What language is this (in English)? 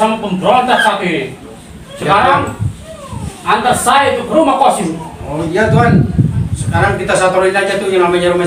Betawi